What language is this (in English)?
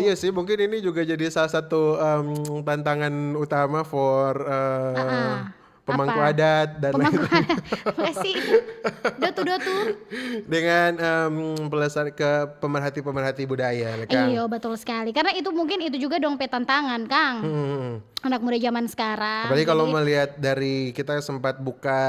Manado Malay